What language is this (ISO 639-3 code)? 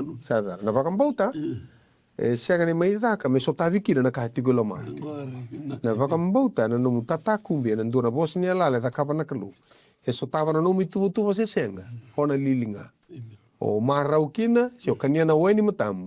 fij